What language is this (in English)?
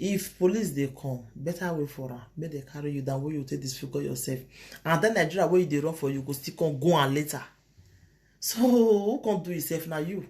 Nigerian Pidgin